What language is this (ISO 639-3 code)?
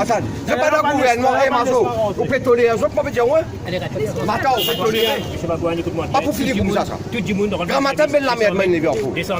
mfe